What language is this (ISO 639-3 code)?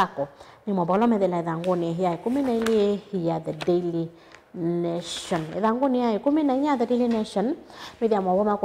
kam